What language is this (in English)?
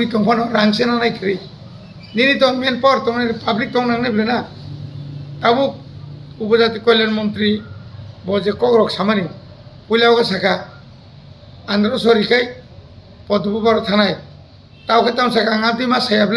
Kok Borok